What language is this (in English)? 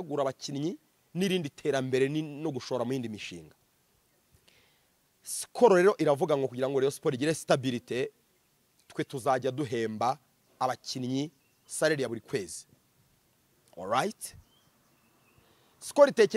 Kinyarwanda